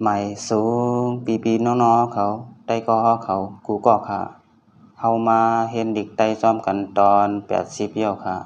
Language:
Shan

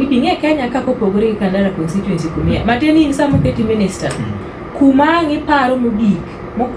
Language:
Luo (Kenya and Tanzania)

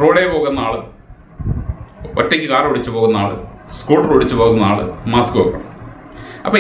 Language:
Malayalam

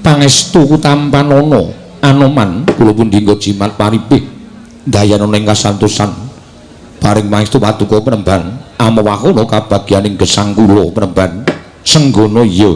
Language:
Javanese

